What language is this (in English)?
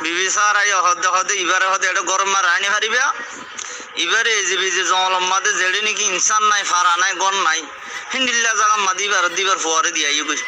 Rohingya